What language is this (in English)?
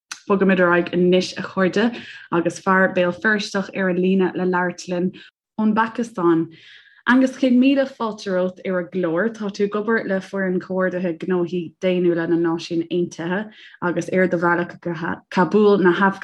Irish